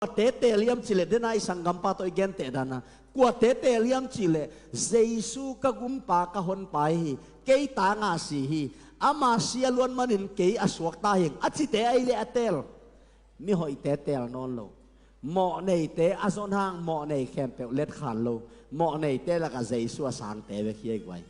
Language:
Tedim Chin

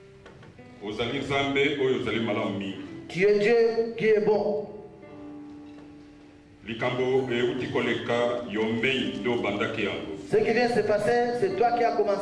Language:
French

